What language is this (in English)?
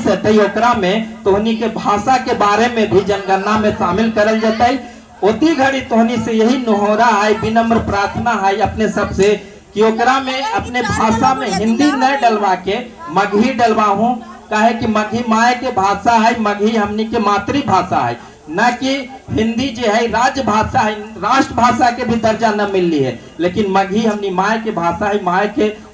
Magahi